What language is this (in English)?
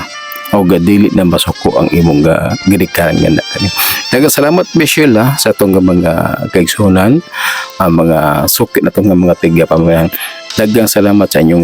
Cebuano